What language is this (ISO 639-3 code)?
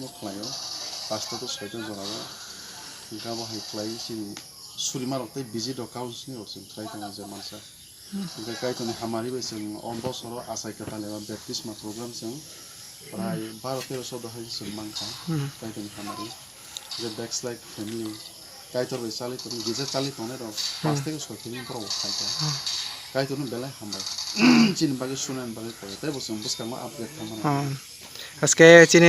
trp